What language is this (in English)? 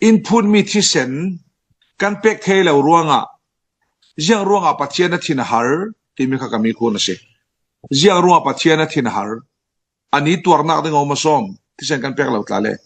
Falam Chin